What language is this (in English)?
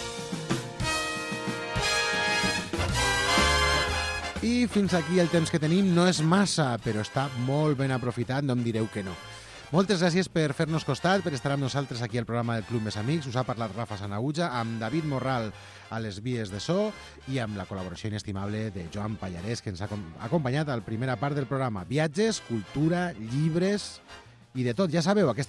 Catalan